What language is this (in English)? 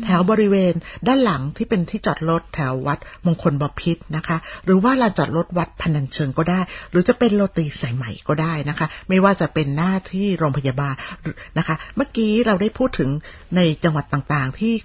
Thai